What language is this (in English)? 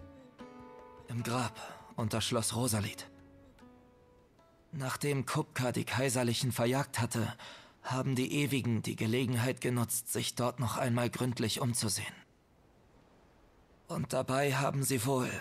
German